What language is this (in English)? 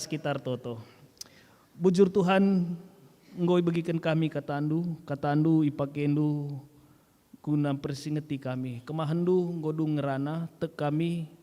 Batak Karo